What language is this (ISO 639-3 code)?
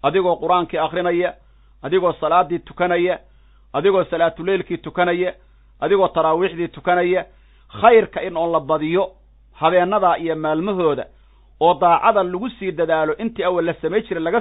som